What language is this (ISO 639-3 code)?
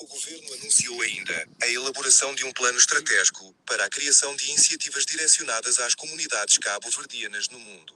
kea